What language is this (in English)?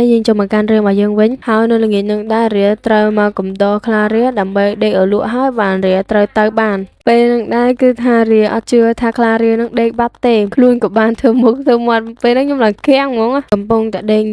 Khmer